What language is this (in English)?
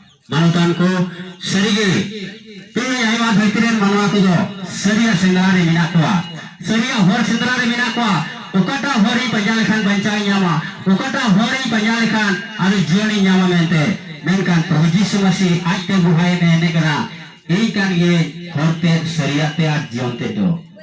Santali